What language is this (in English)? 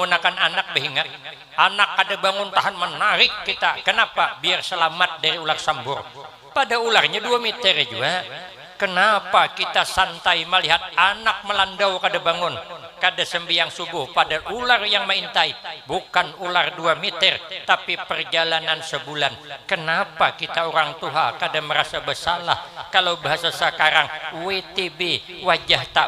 Banjar